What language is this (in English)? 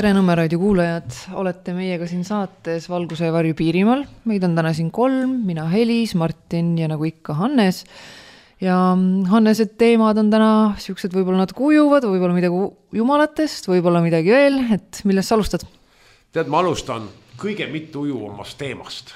Estonian